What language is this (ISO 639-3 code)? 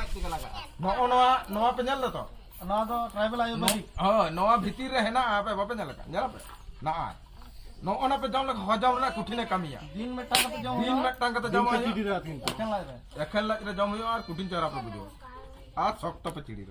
sat